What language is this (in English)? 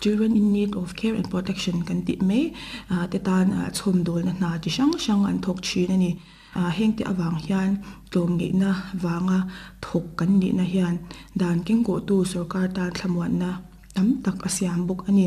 Mizo